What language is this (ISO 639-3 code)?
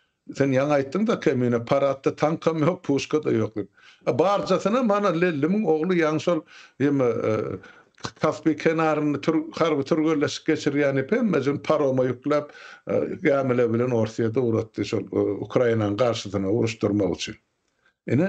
tuk